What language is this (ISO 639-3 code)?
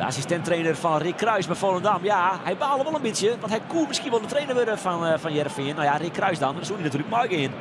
fry